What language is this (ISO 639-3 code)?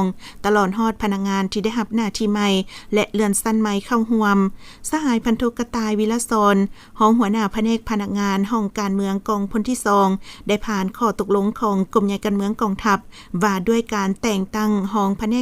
lao